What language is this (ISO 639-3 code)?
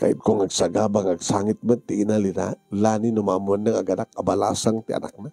ilo